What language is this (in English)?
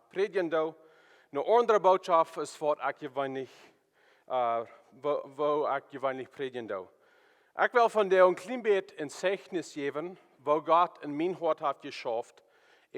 Plautdietsch